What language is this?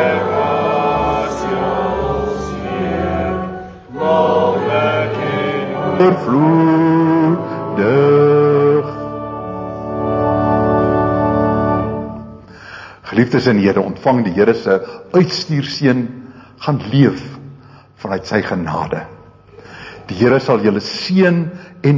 Afrikaans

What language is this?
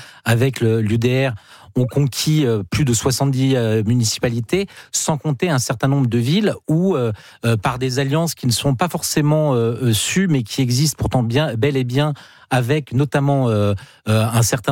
French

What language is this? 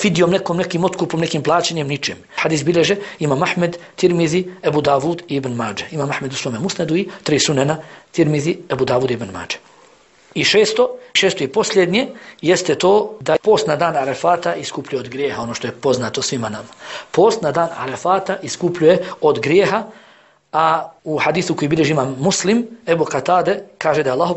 Bosnian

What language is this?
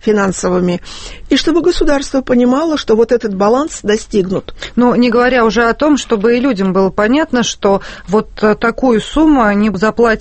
Russian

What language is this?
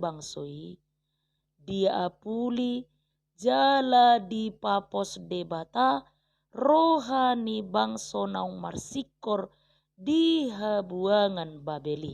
Batak Toba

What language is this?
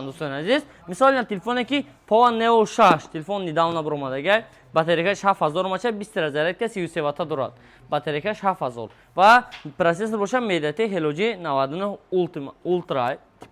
Tajik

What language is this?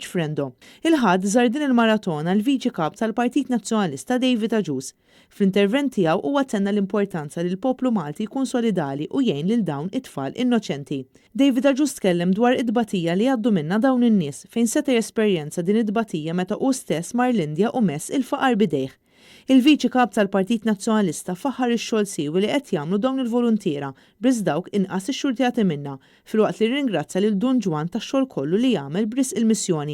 Maltese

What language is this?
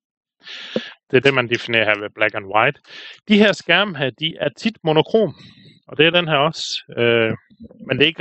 Danish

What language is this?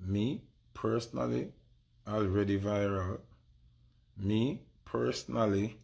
Jamaican Creole English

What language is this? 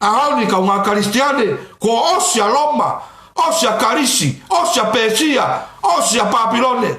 Tongan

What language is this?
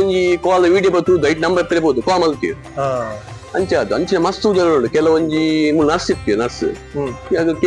Tulu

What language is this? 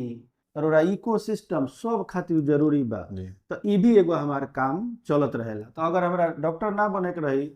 Bhojpuri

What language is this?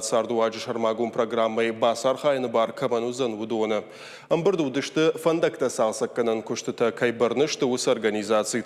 Ossetic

